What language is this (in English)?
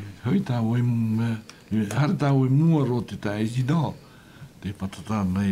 Tahitian